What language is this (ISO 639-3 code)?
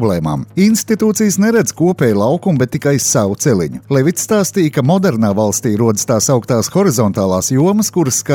lav